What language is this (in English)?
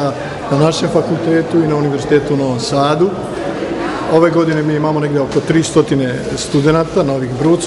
Serbian